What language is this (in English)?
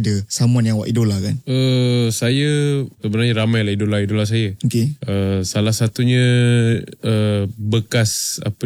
Malay